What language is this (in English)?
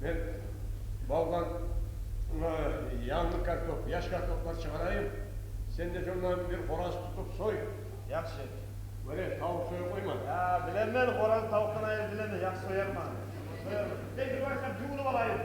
Kumyk